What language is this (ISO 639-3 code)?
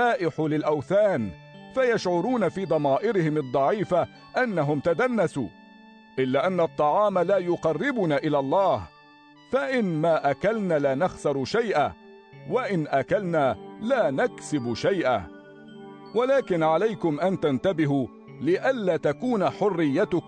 arz